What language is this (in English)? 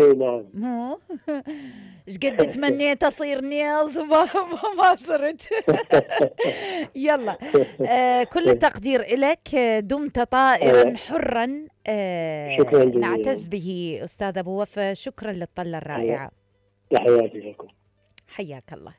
Mesopotamian Arabic